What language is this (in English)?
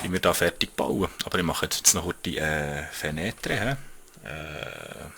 Swiss German